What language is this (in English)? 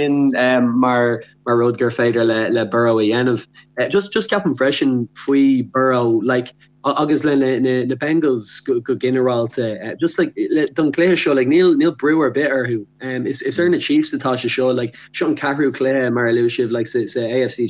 Irish